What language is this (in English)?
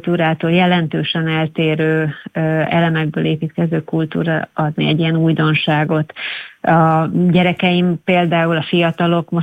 Hungarian